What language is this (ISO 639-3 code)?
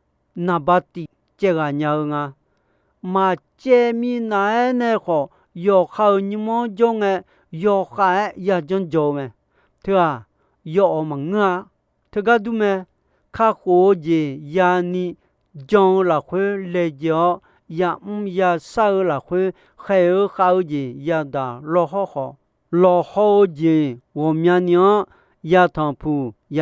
ahk